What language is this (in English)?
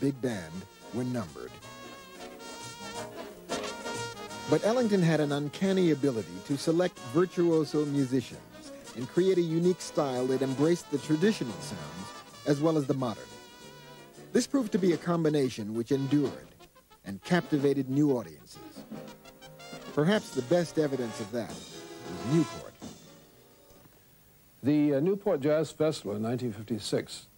English